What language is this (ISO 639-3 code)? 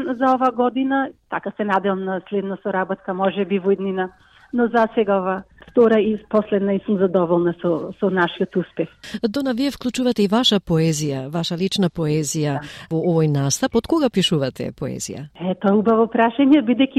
mkd